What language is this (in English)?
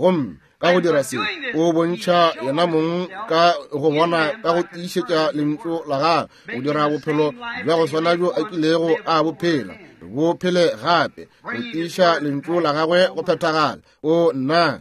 Northern Sotho